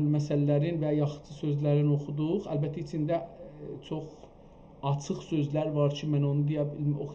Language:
South Azerbaijani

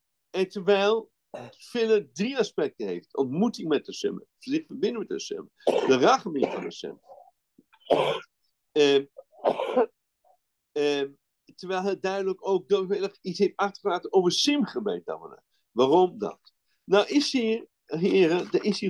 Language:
Dutch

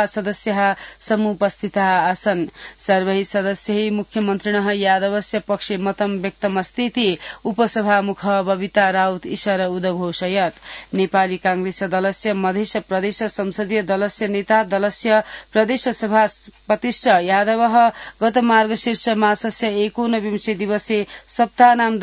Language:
Sanskrit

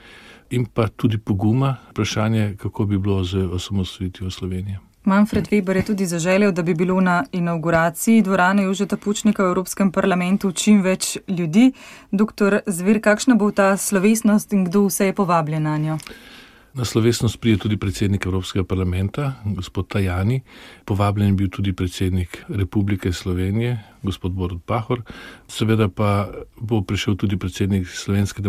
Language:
Slovenian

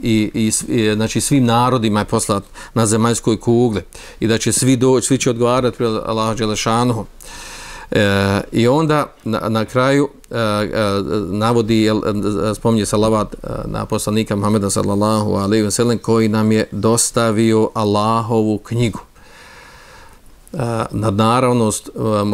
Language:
Bosnian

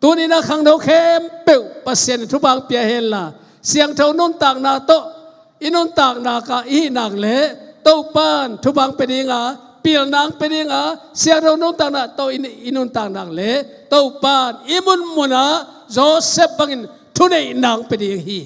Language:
Tedim Chin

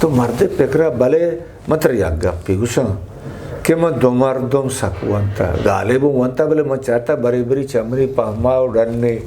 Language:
Eastern Balochi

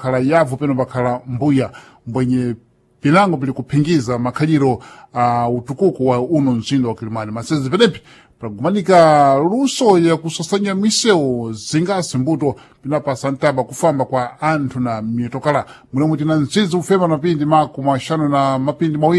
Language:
Sena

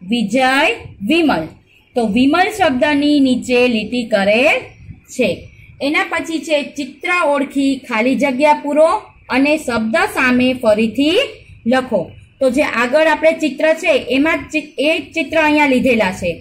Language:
Gujarati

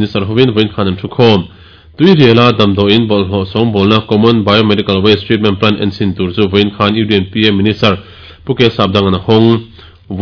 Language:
Mizo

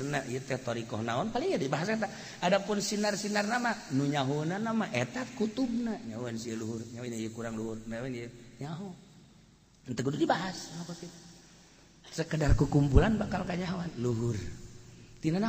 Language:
Sundanese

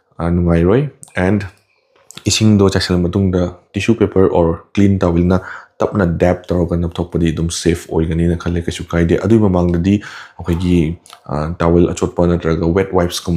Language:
Manipuri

